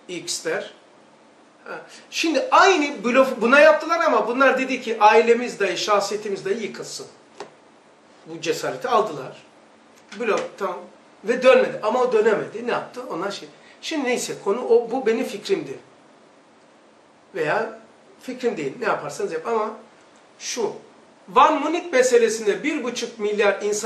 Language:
Turkish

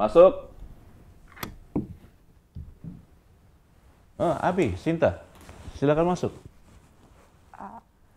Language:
Indonesian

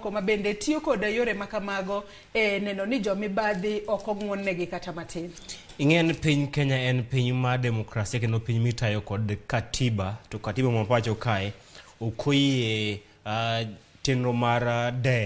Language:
Luo (Kenya and Tanzania)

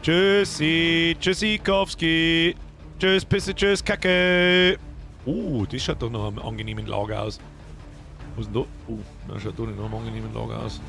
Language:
Bavarian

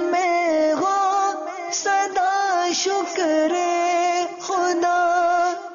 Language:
Urdu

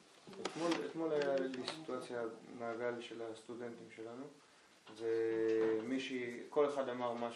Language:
Hebrew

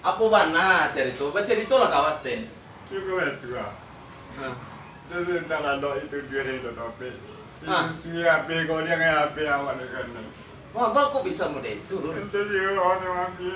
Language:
Minangkabau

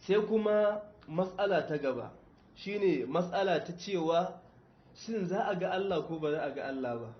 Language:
Hausa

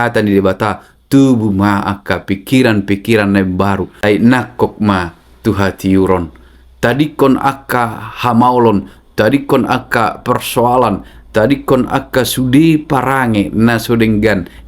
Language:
Batak Toba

